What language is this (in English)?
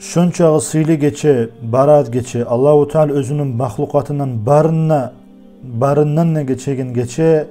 Kumyk